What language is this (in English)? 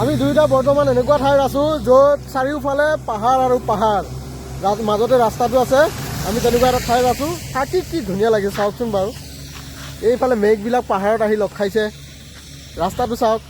Assamese